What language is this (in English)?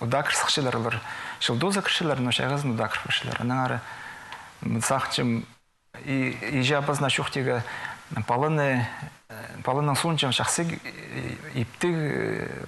Khakas